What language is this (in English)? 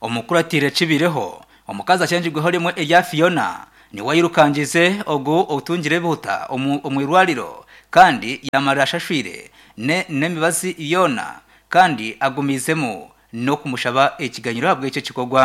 Nyankole